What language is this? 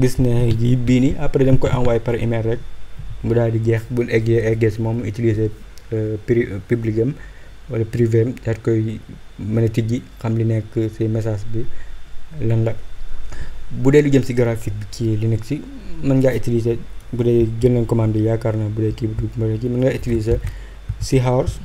Wolof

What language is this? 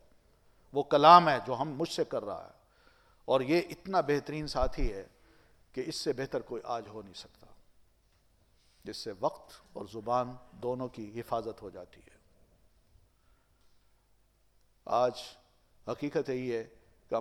Urdu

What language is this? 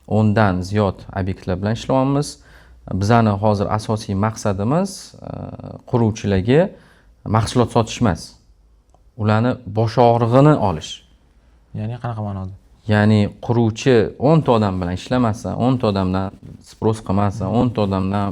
Uzbek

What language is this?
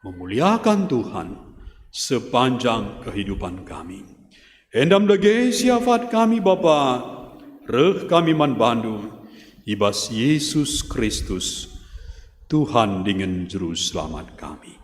Batak Karo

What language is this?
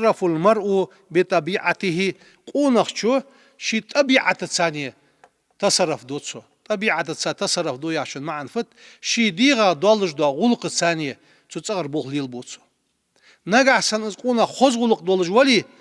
Ingush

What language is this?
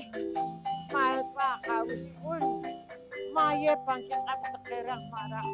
Poqomchi'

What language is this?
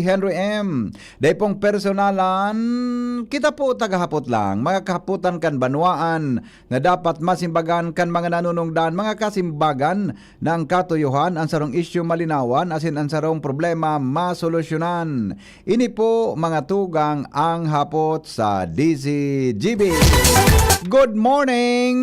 Bikol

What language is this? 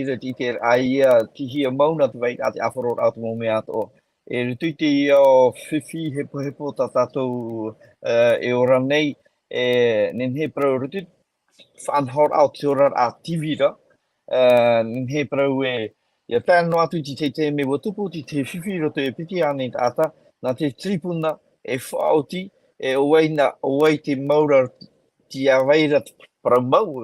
Tahitian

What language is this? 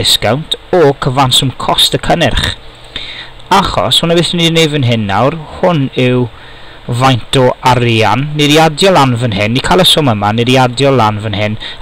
Welsh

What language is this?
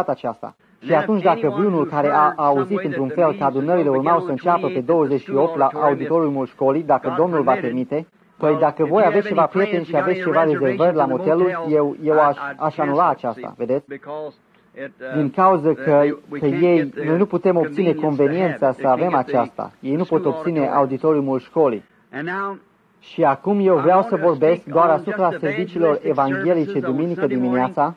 Romanian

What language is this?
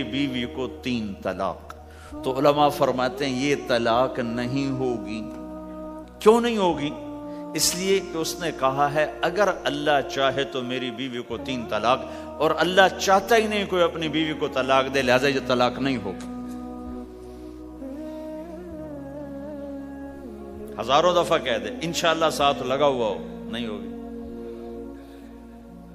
Urdu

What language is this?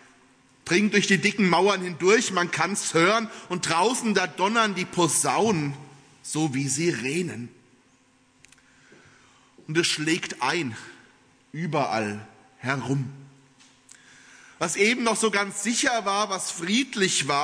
German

